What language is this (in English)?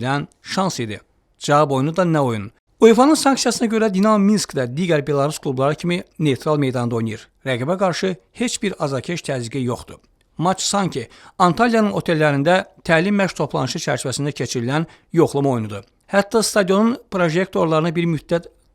Azerbaijani